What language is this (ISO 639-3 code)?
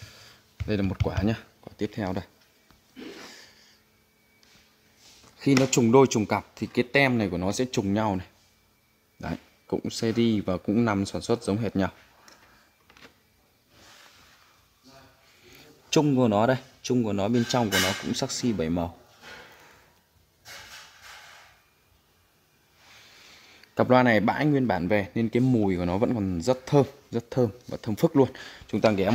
vie